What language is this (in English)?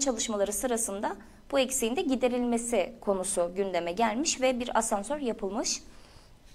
Turkish